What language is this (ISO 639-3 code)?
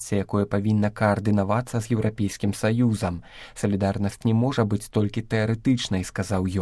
bel